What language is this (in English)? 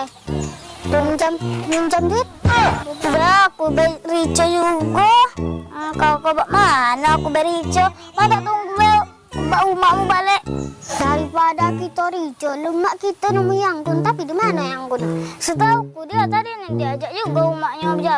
Musi